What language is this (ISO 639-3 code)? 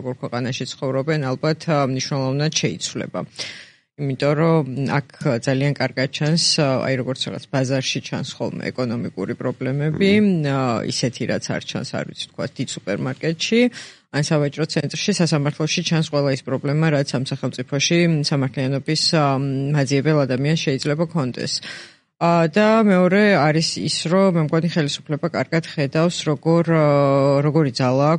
kat